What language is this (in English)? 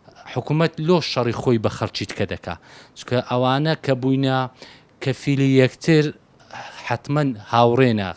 Central Kurdish